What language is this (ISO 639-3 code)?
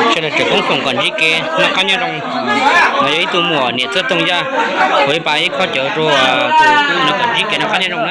hmn